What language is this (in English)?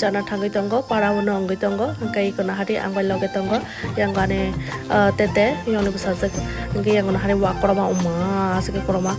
Kok Borok